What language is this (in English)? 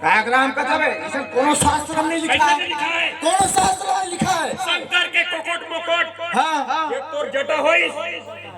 Chhattisgarhi